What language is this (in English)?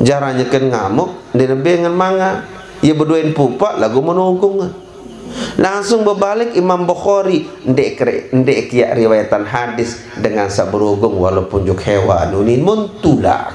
Sasak